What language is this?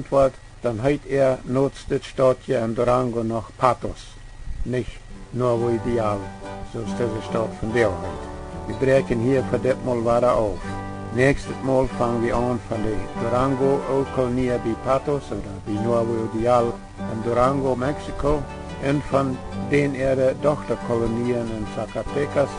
Plautdietsch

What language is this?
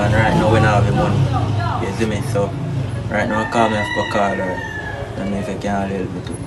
Jamaican Creole English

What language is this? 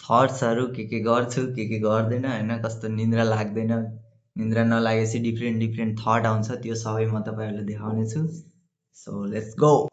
Nepali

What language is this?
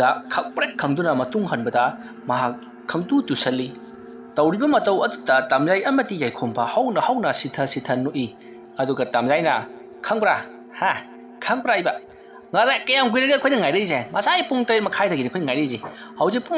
Manipuri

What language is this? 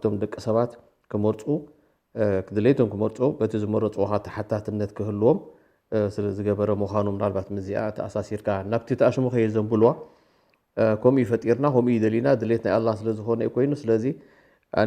Tigrinya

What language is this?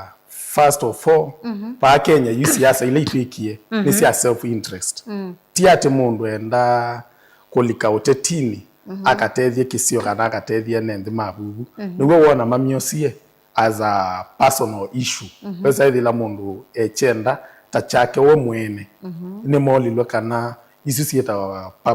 Kamba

